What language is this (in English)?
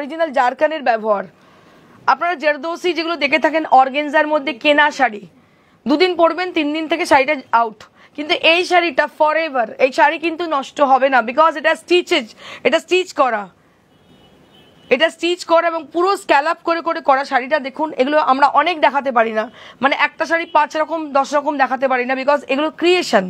Bangla